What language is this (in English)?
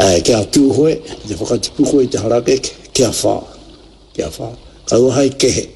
Māori